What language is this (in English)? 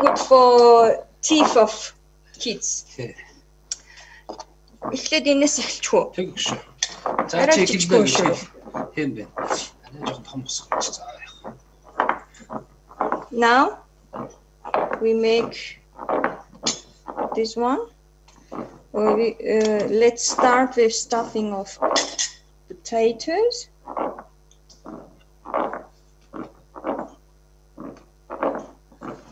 Bulgarian